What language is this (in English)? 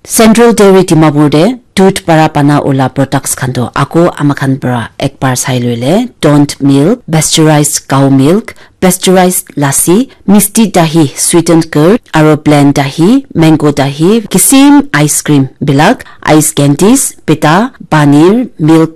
Naga Pidgin